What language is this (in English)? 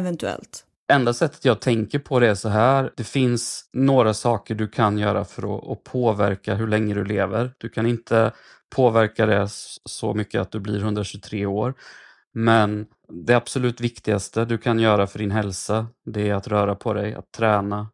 Swedish